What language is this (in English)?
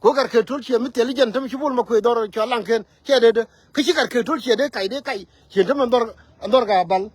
Nuer